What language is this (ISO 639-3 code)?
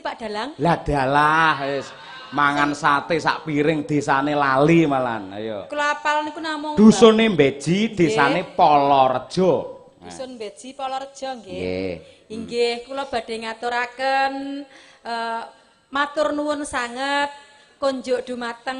jav